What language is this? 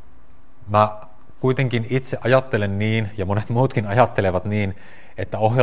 Finnish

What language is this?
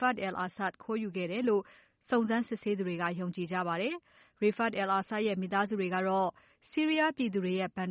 Burmese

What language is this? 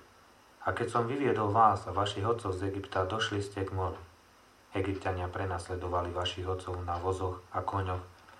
Slovak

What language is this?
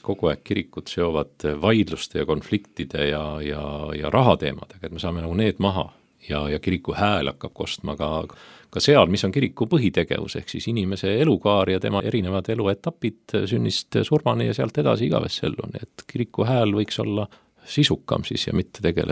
Estonian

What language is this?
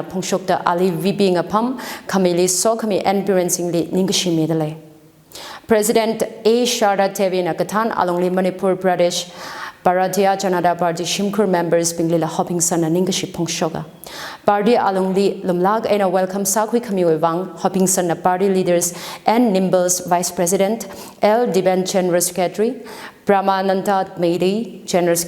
Tangkhul Naga (India)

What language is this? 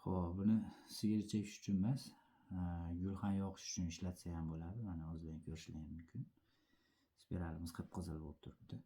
Uzbek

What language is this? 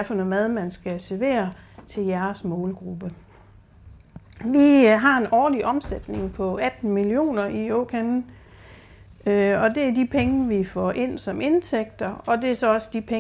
Danish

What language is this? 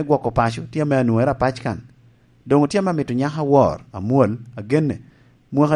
Lango (Uganda)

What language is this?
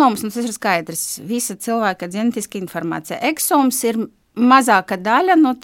Latvian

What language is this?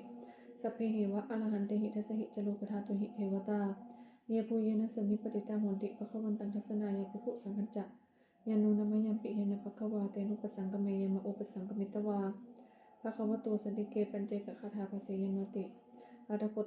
Pali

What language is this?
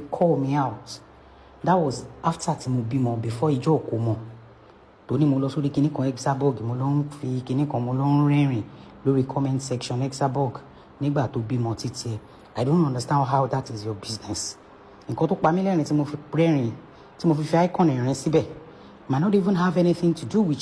Yoruba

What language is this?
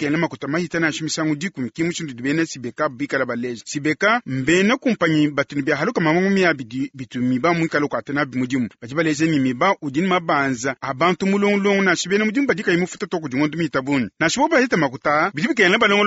Luba-Lulua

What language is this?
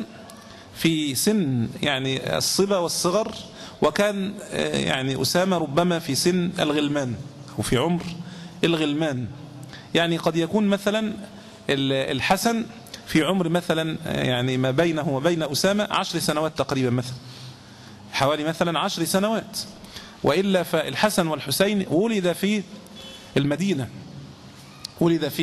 Arabic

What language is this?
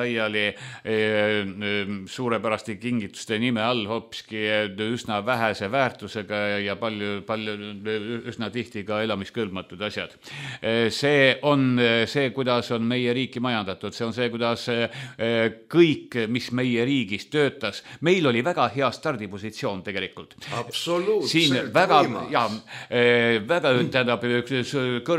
Estonian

